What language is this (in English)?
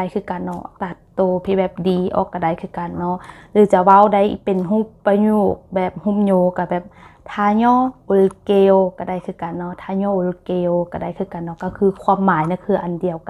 Lao